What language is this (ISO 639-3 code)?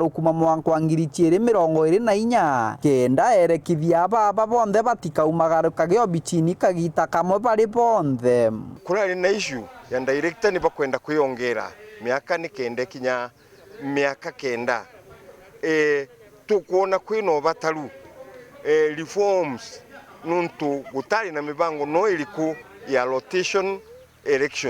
mer